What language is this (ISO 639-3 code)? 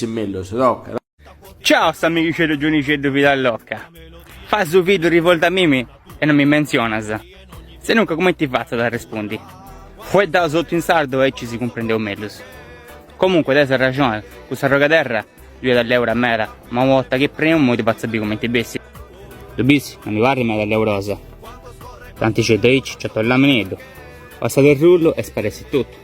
srd